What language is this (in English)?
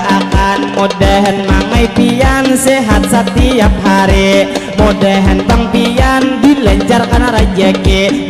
Banjar